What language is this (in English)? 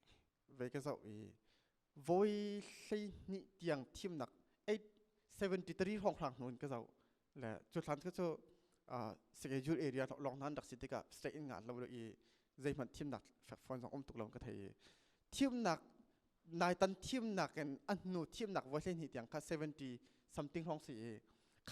Hakha Chin